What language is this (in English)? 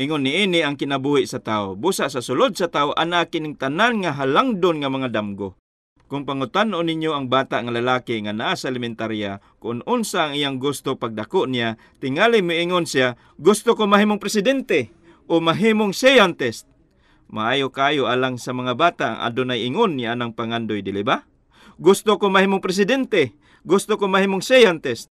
Cebuano